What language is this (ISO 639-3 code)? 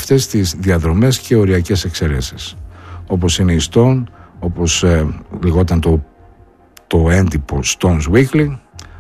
ell